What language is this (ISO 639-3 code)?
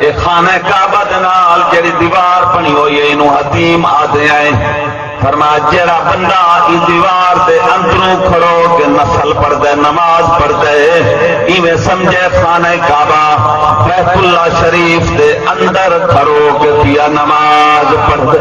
skr